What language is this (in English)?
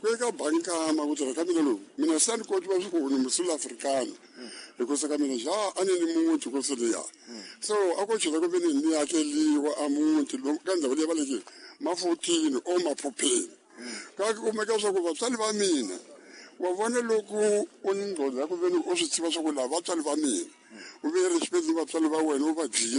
Tsonga